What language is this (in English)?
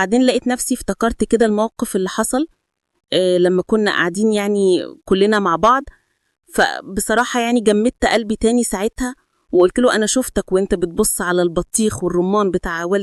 Egyptian Arabic